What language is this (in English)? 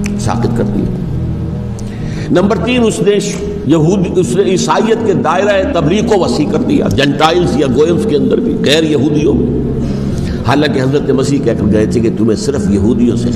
Urdu